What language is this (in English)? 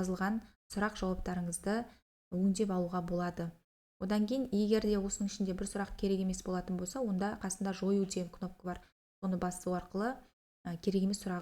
Kazakh